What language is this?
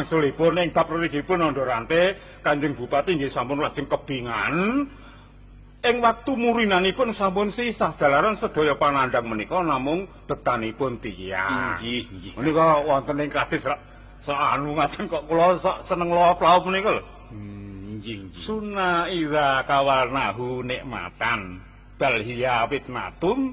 Javanese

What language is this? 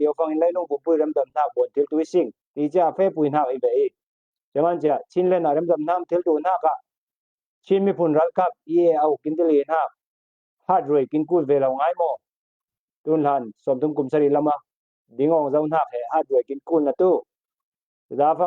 Falam Chin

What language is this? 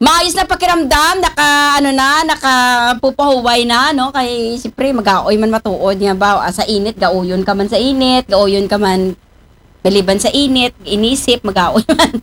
Aklanon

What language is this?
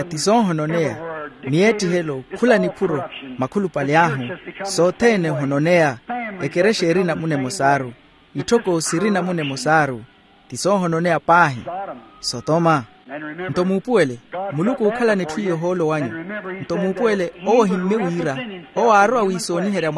Makhuwa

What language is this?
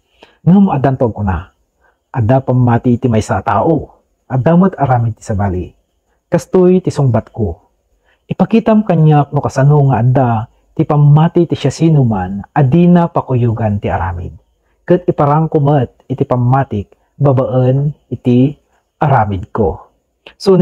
Iloko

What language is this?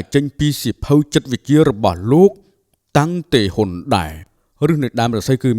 Khmer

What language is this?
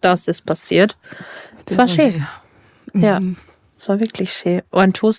Bavarian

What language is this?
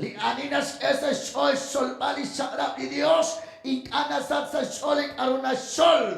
Kekchí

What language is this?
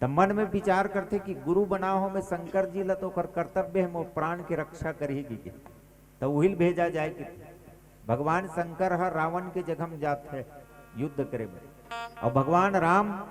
Chhattisgarhi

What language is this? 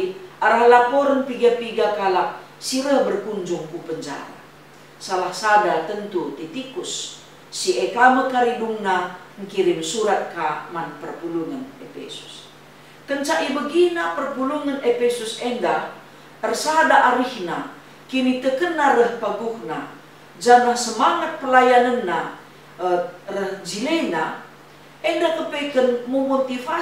Batak Karo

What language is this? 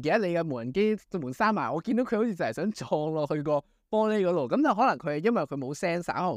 Cantonese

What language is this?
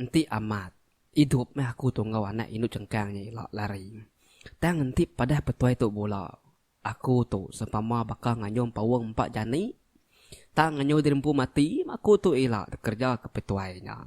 Iban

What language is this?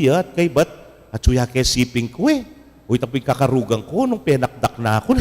Pampanga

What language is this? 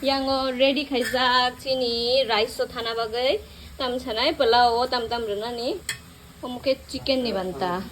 Kok Borok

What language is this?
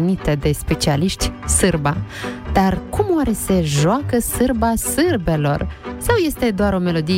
Romanian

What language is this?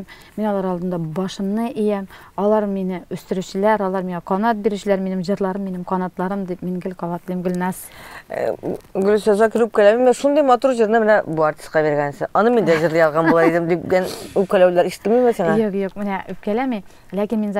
Tatar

